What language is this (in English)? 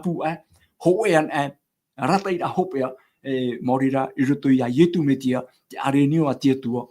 Tahitian